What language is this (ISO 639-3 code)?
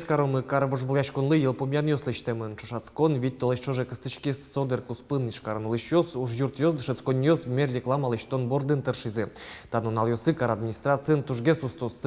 udm